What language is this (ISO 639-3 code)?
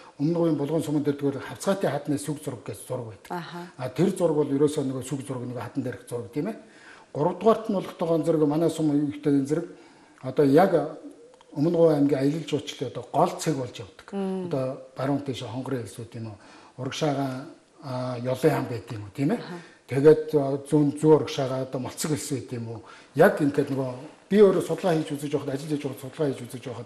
mon